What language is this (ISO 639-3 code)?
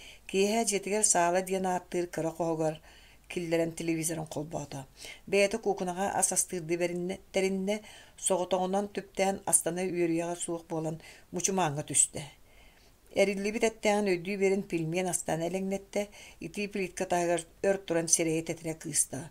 sah